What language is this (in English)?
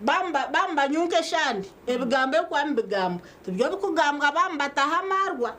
Nyankole